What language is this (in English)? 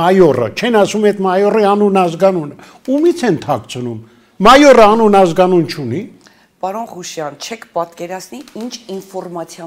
Armenian